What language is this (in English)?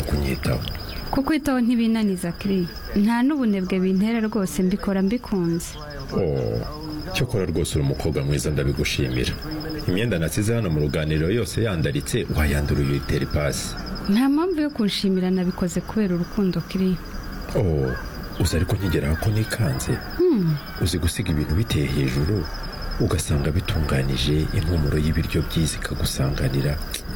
Kinyarwanda